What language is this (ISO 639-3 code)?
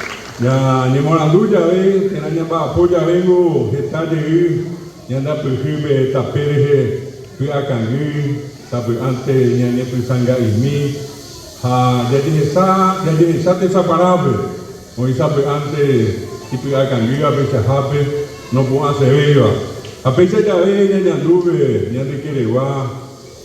grn